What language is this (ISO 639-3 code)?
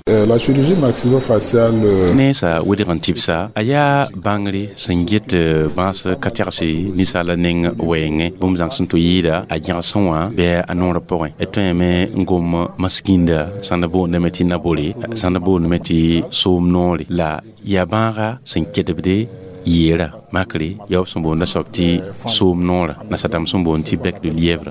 mos